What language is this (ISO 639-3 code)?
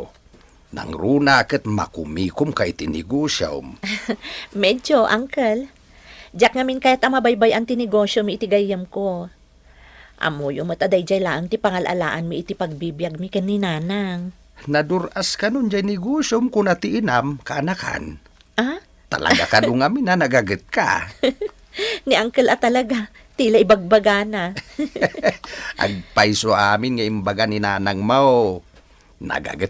ilo